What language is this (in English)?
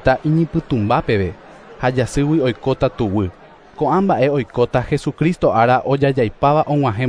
Guarani